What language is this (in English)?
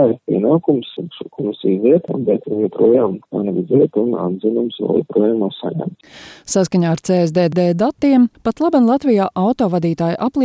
Latvian